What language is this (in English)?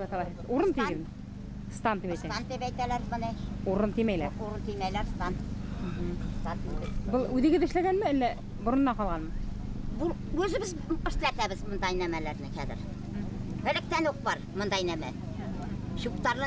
Bashkir